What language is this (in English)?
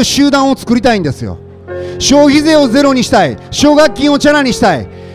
Japanese